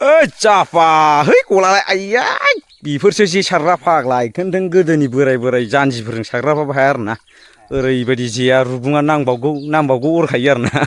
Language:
Bodo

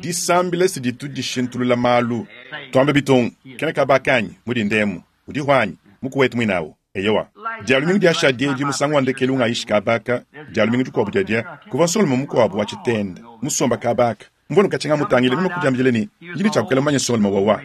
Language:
Luba-Lulua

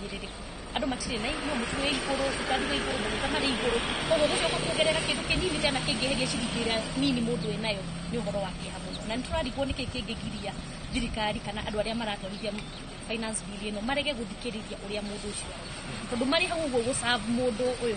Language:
Kikuyu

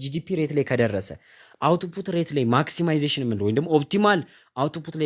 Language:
Amharic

